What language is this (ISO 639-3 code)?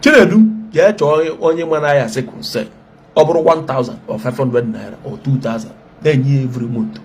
ibo